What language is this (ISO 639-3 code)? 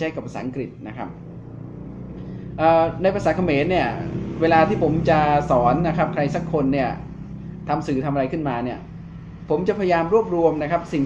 tha